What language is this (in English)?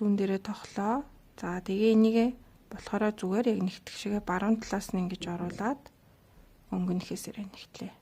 Mongolian